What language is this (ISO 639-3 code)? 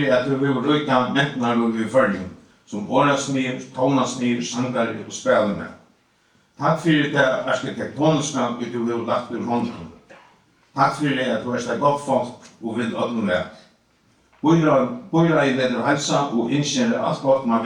fao